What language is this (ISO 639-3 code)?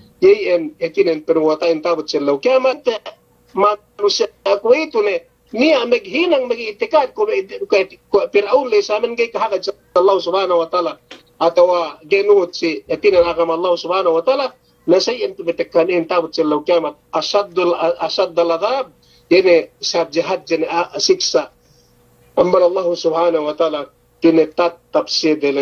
yka